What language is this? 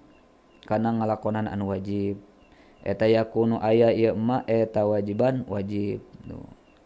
Sundanese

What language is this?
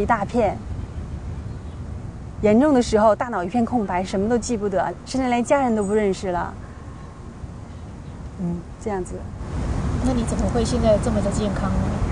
Chinese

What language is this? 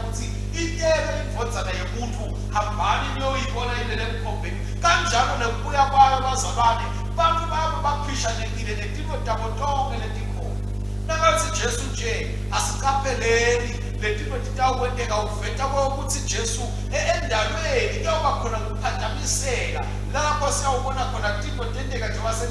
Swati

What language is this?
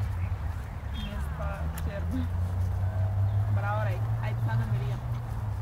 Bulgarian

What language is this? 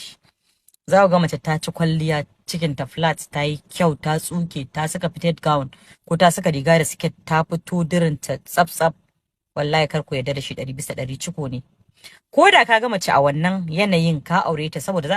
Hausa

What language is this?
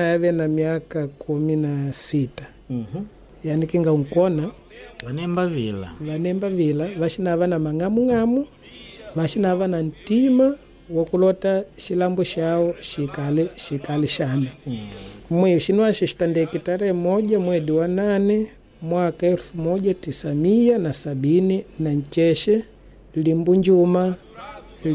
Makonde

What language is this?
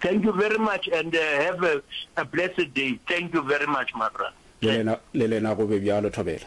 Northern Sotho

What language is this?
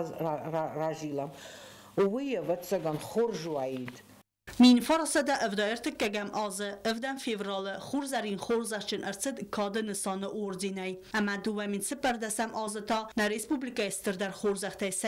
Ossetic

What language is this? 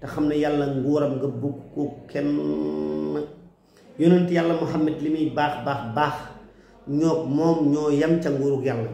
Wolof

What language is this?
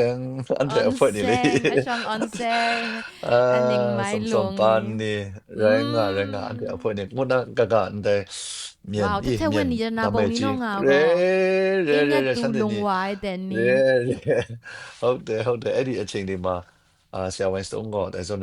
Kachin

